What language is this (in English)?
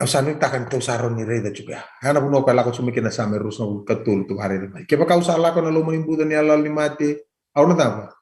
Fijian